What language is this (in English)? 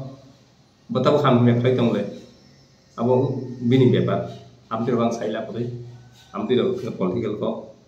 Kok Borok